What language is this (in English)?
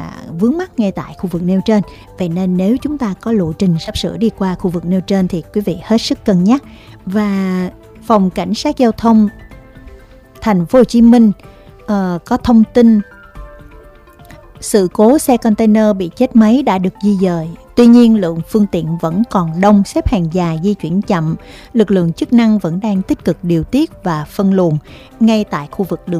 Vietnamese